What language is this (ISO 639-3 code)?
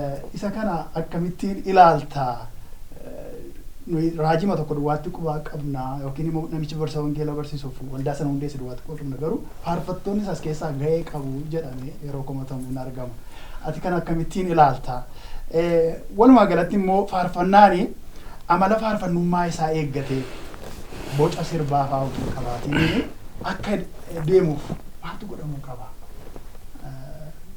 orm